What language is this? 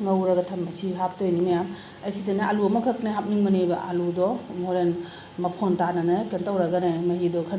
Manipuri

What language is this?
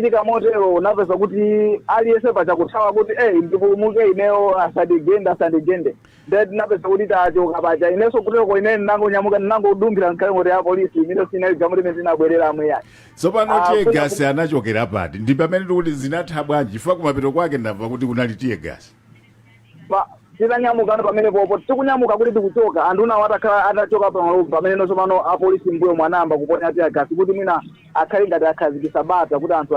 Nyanja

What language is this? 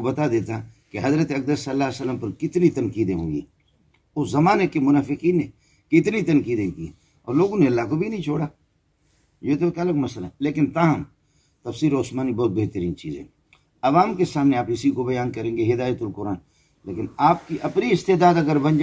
Urdu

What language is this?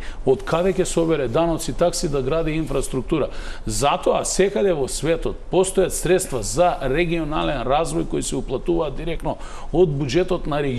Macedonian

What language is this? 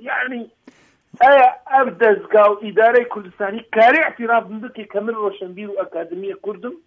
Kurdish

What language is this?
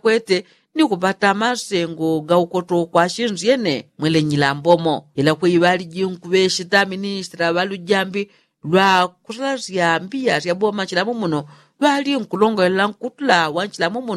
Yao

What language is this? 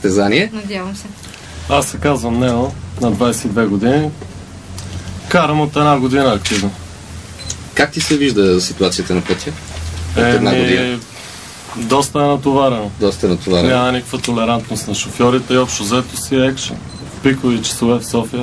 Bulgarian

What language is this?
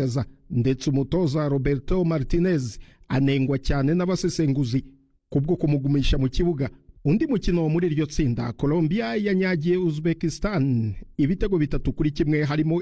Kinyarwanda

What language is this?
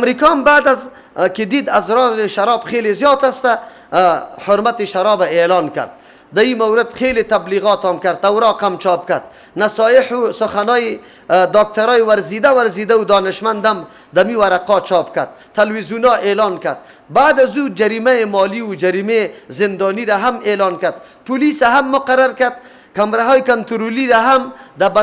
Persian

